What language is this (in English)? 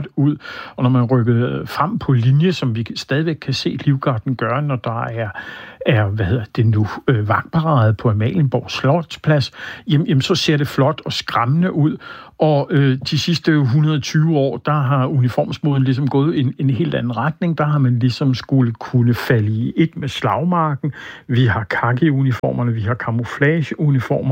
Danish